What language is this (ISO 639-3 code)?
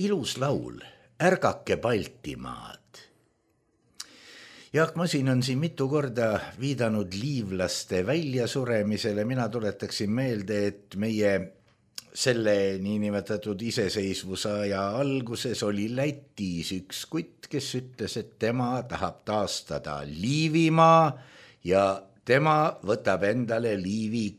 est